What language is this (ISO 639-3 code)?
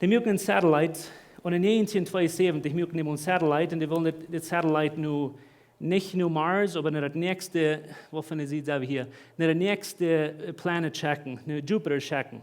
pdt